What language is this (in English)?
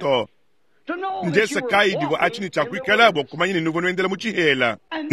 Luba-Lulua